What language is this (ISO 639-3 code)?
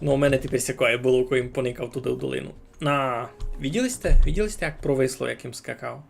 rue